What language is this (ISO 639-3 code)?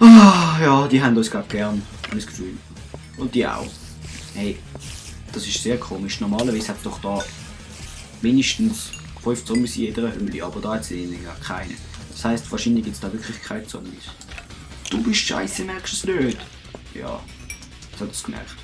gsw